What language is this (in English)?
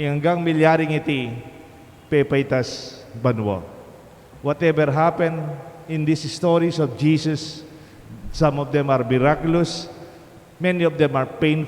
Pampanga